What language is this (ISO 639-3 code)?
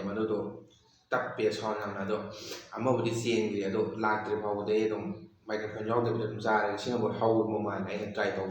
mni